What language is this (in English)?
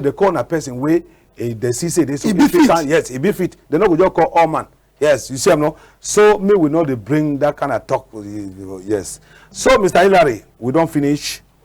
Cameroon Pidgin